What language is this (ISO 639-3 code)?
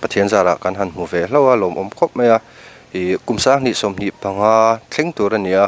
lus